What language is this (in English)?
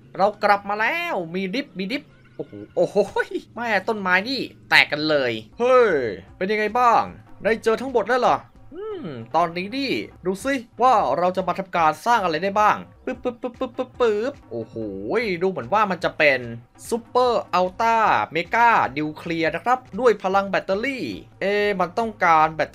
Thai